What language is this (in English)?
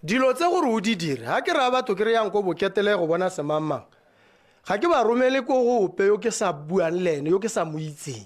Tswana